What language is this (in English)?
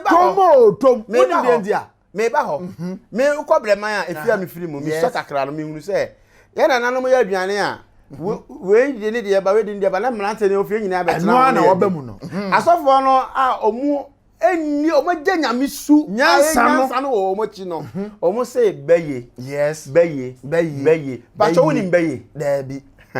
Akan